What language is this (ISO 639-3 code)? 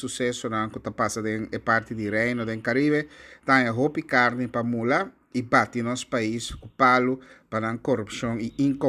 pap